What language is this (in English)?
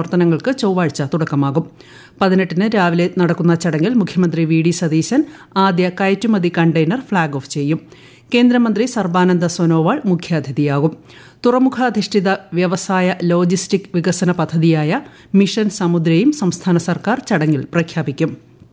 Malayalam